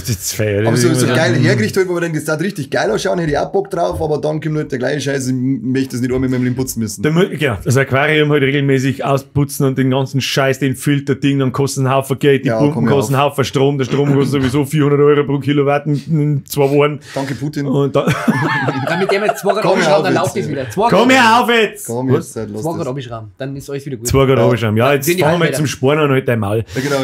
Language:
Bavarian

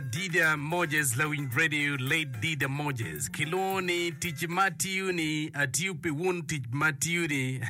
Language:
Acoli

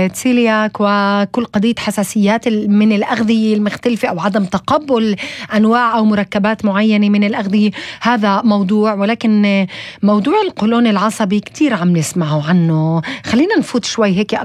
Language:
North Levantine Arabic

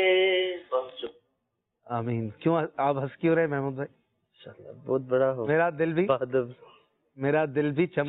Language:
Urdu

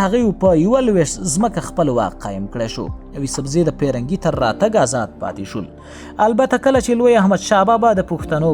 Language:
Pashto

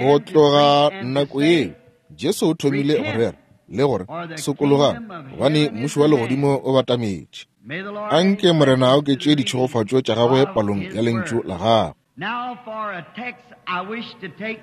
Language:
Northern Sotho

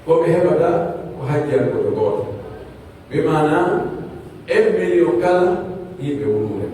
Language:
Pular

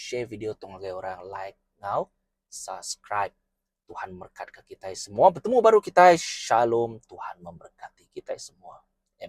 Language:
Iban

